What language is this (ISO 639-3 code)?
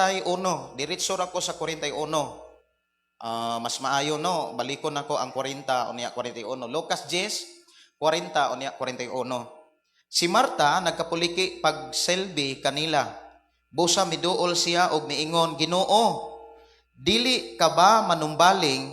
ceb